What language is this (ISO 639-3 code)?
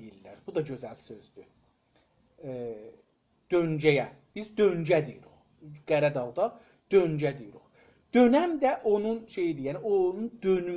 azb